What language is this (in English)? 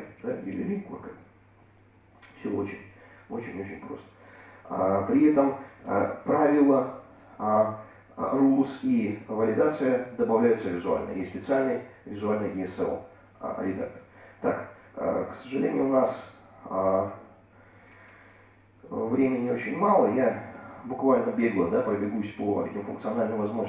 Russian